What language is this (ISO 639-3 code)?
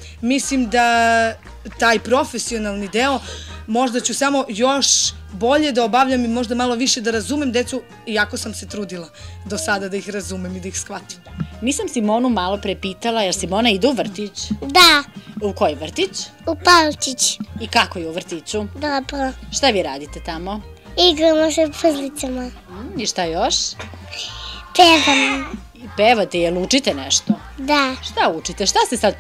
srp